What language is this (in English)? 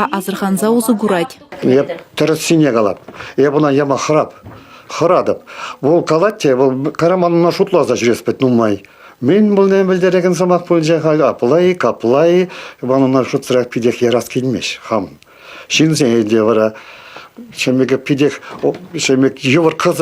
Chuvash